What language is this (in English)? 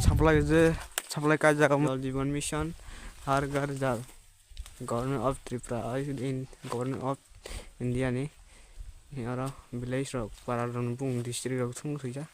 Kok Borok